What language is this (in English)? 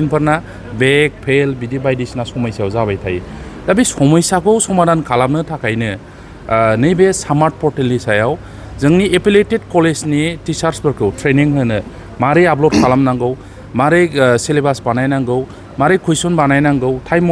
Bodo